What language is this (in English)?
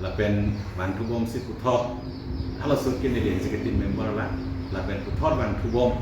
Karbi